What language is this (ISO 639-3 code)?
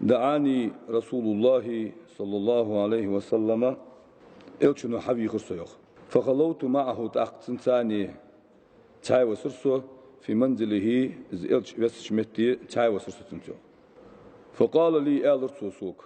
inh